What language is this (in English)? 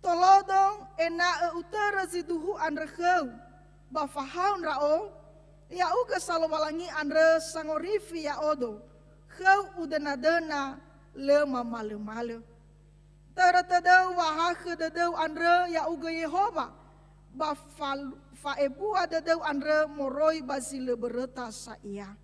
Nias